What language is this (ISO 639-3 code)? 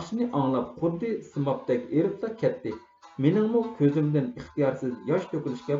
uig